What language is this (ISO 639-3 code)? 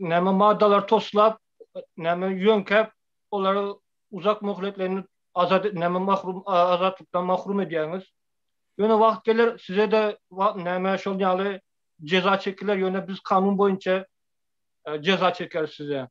tuk